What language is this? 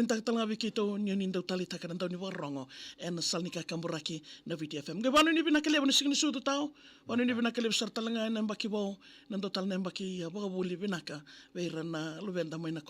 Fijian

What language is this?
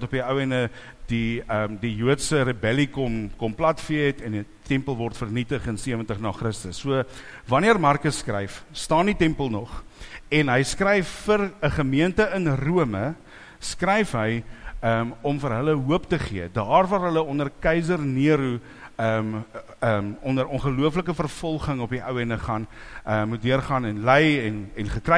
Afrikaans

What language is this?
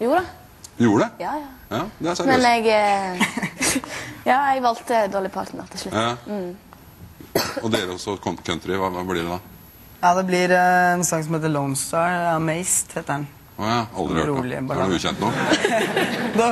Norwegian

